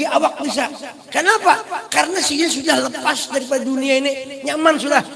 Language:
Banjar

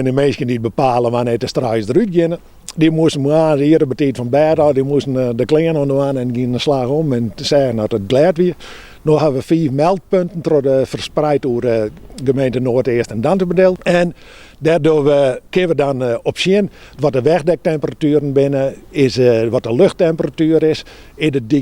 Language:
Western Frisian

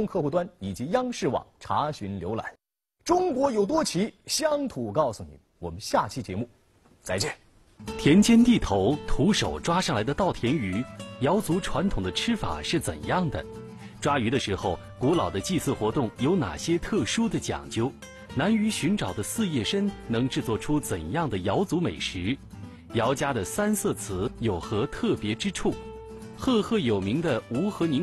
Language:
Chinese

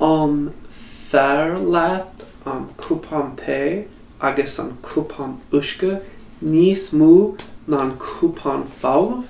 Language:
Irish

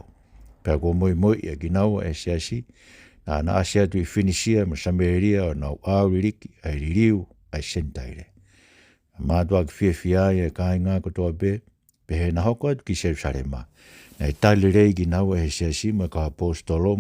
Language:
Tongan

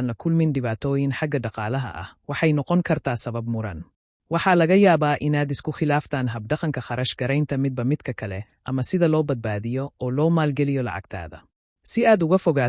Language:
Somali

